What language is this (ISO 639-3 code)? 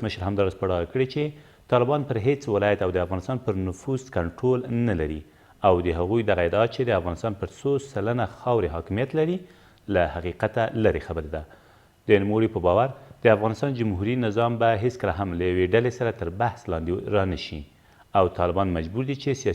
pus